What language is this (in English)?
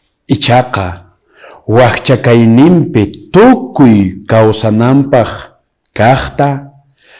Quechua